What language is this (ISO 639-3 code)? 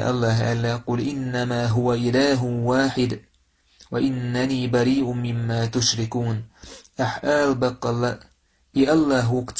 che